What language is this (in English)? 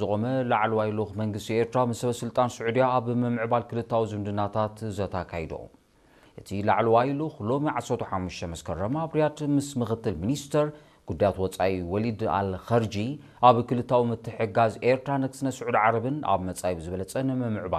Tigrinya